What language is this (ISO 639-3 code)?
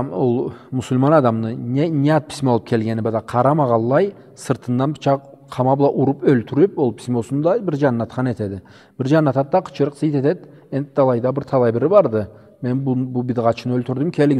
krc